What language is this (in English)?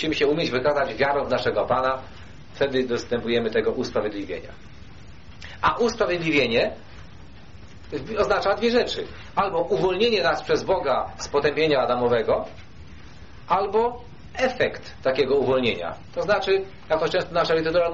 Polish